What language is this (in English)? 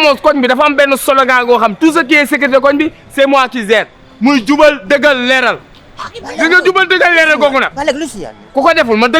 Wolof